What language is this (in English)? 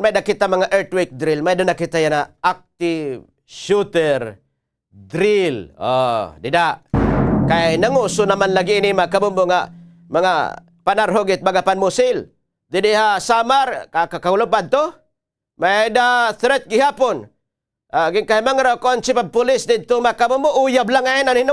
Waray